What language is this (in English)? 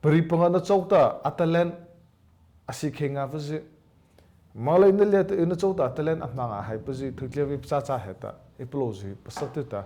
Mara Chin